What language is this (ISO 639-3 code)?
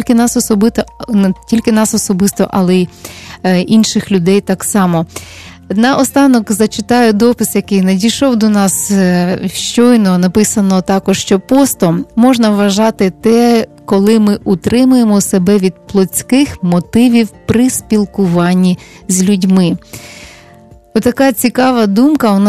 ukr